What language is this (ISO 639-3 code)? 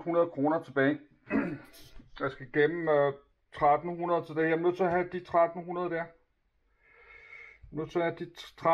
dan